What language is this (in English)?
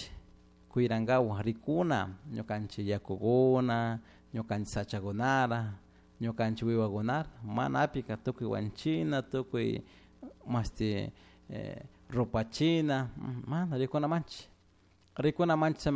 Chimborazo Highland Quichua